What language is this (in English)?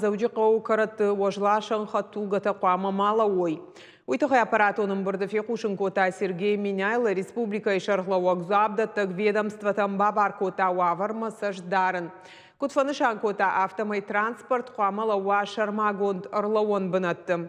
Ossetic